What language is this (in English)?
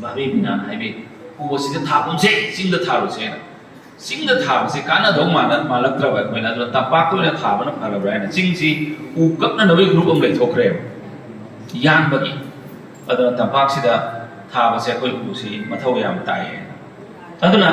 Manipuri